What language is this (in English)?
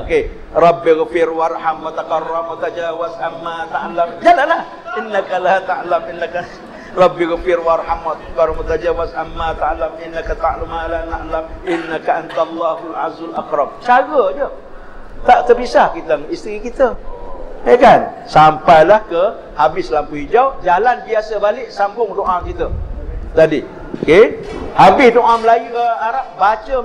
Malay